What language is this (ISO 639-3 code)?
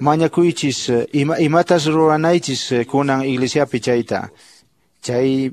que